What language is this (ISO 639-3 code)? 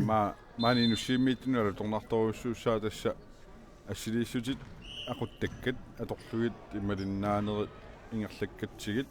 kal